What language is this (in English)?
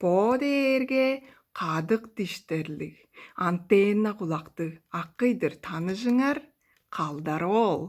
Tuvinian